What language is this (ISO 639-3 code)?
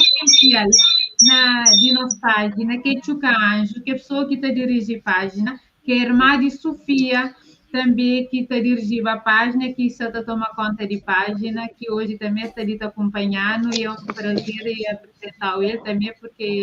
kea